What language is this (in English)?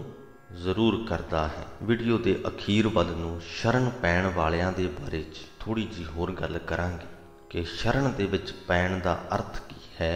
Punjabi